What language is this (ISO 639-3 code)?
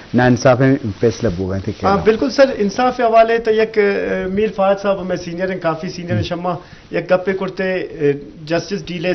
bgp